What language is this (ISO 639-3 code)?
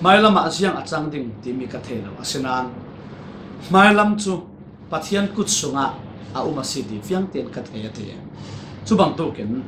cfm